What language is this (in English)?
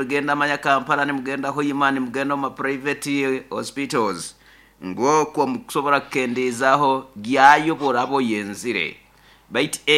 Nyoro